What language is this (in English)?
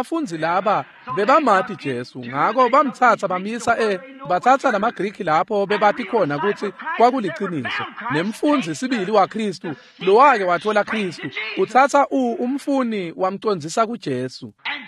Swati